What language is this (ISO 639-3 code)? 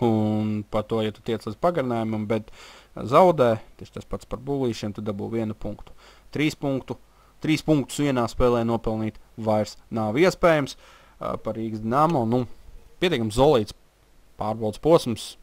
lav